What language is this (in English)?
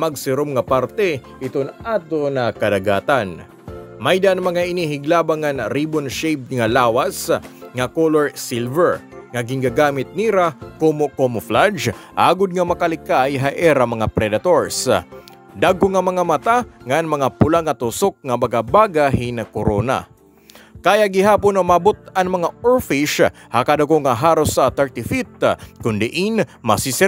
Waray